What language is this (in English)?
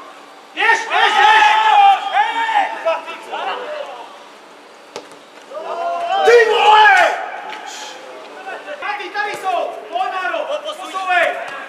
Czech